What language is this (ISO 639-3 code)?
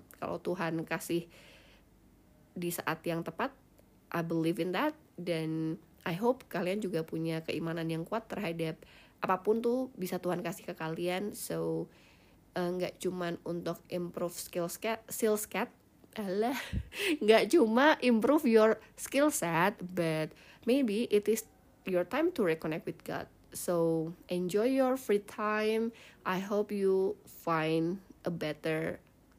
ind